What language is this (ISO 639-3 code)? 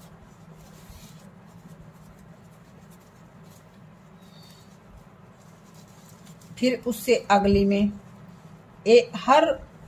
hin